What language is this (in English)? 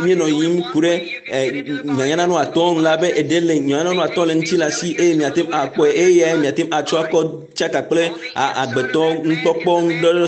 Ewe